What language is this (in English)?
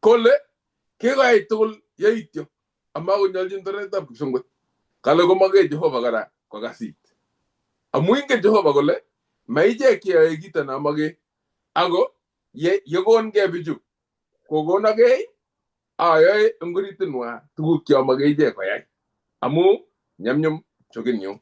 Kalenjin